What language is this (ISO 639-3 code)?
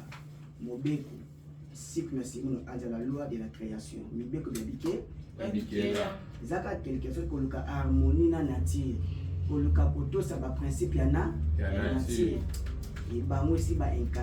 lin